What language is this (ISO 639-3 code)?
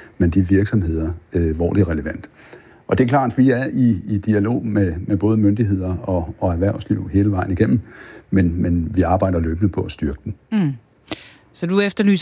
dan